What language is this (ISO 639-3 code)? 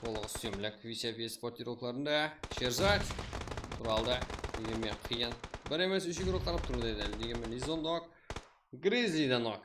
kaa